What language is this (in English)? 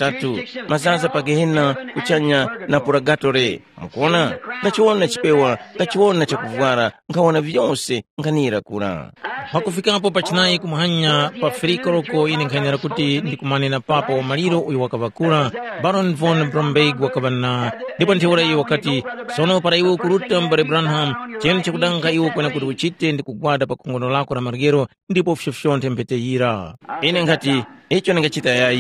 Tumbuka